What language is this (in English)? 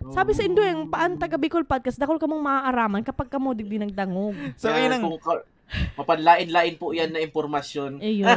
Bikol